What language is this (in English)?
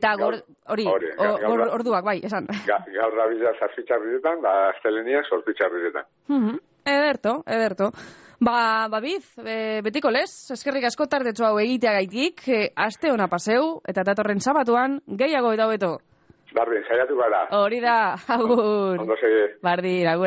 Basque